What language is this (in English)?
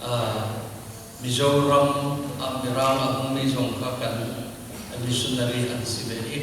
Hakha Chin